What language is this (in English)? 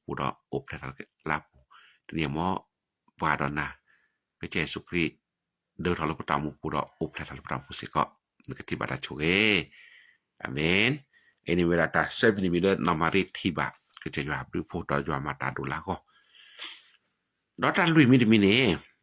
S'gaw Karen